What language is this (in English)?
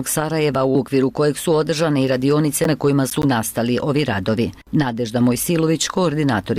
Bosnian